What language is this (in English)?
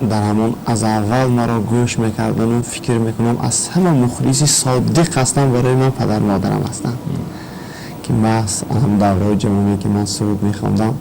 Tajik